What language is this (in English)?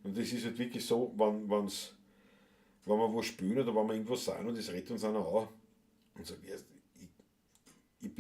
Bavarian